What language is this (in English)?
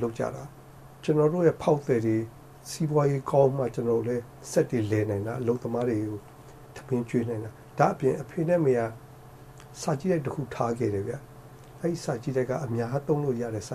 Burmese